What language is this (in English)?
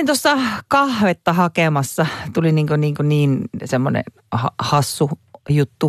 Finnish